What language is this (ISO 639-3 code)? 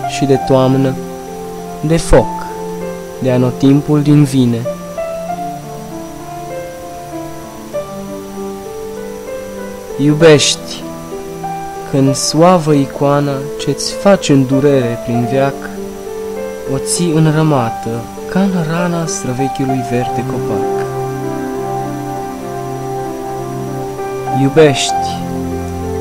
ron